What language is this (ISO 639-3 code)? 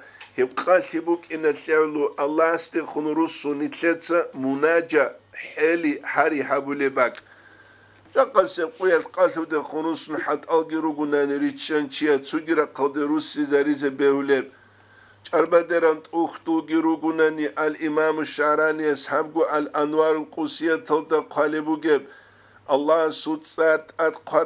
ava